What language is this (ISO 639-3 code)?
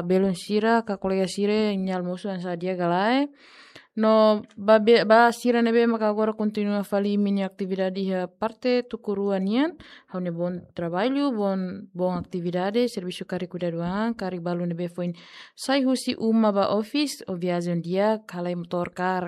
tet